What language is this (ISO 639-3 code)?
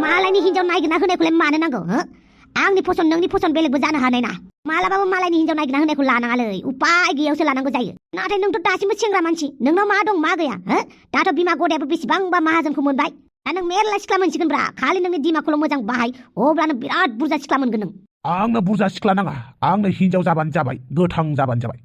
brx